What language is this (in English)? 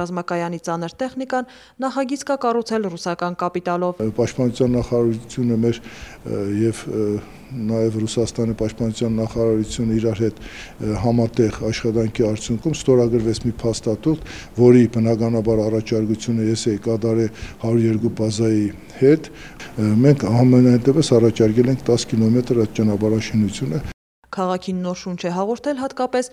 Armenian